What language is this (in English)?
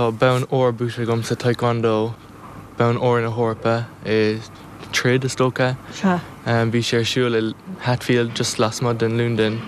Irish